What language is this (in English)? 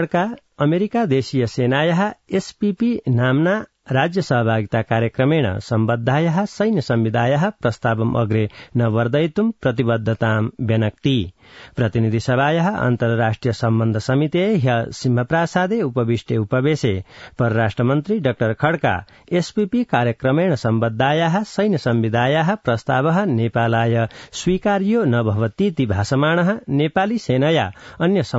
Sanskrit